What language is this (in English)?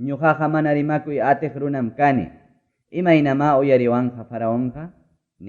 Ayacucho Quechua